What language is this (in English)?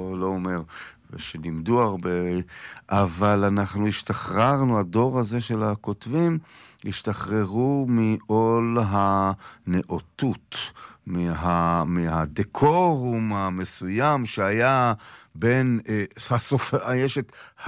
Hebrew